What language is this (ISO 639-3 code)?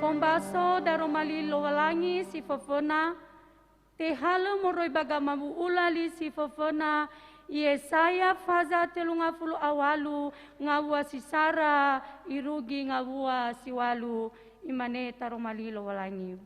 nia